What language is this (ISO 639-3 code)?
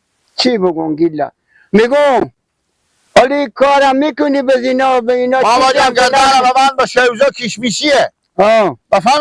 fas